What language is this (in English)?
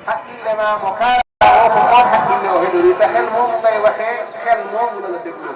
Fula